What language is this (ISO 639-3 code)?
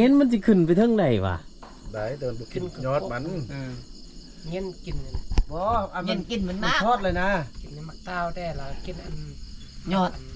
lao